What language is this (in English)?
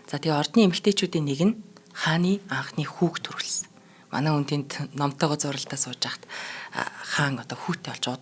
Mongolian